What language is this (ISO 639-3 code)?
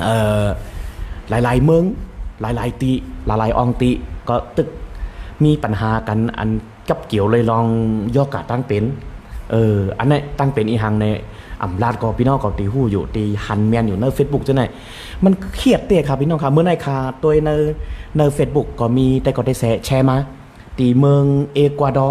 shn